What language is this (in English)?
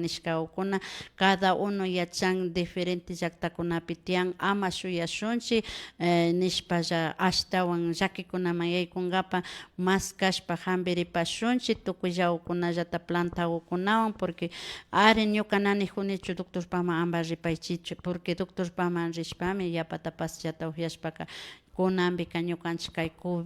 Imbabura Highland Quichua